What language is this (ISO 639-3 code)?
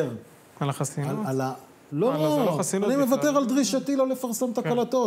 heb